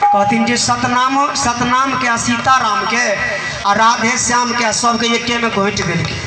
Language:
Maithili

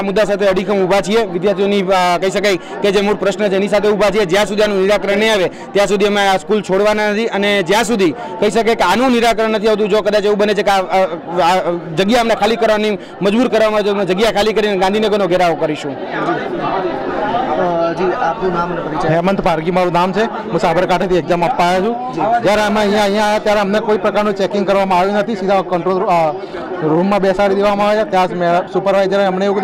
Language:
Gujarati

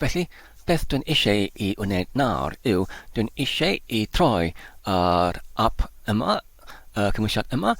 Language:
Welsh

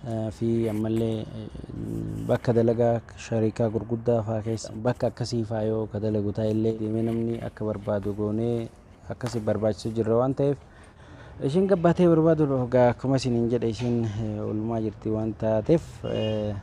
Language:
Oromo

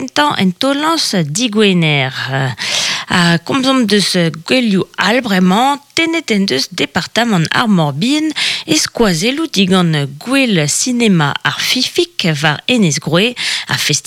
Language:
Breton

